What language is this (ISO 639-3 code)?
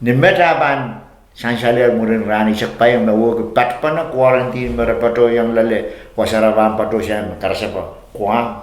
pon